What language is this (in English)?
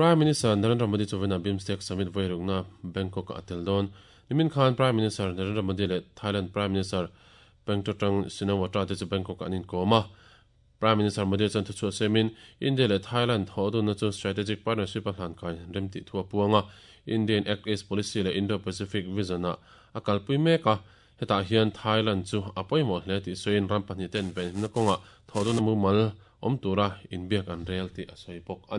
Mizo